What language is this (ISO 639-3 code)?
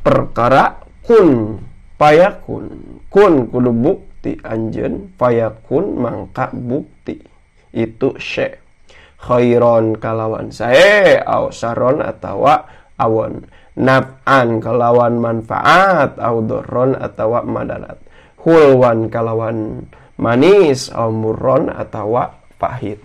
sun